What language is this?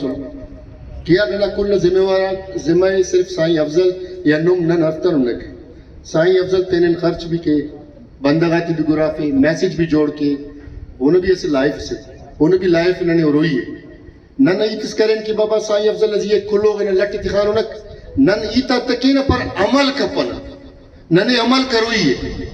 Brahui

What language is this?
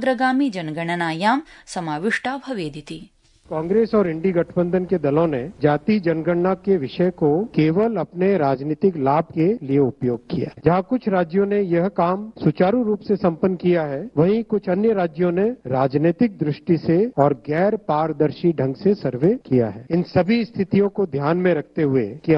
Sanskrit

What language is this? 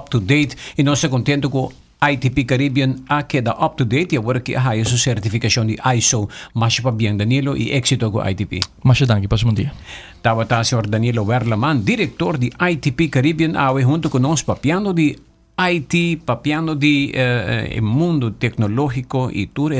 Papiamento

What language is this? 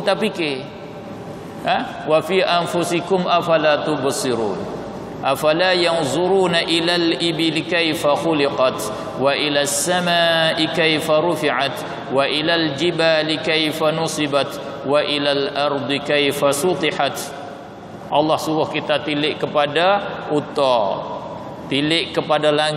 Malay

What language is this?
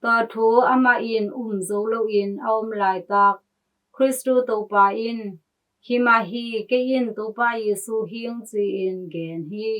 Tedim Chin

